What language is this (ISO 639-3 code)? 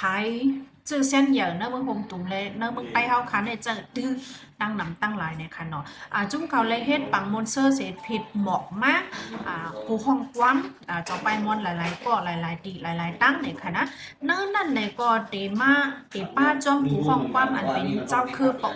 shn